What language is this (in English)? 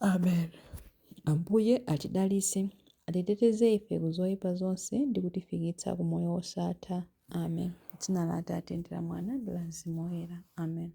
Nyanja